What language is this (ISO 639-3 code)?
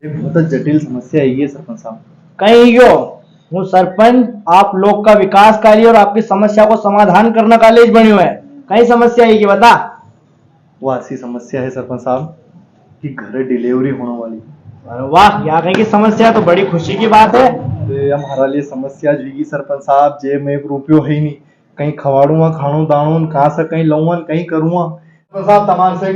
raj